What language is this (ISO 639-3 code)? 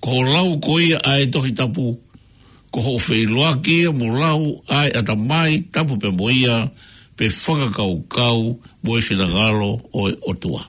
ton